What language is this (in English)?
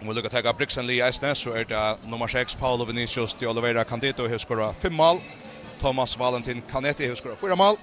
Faroese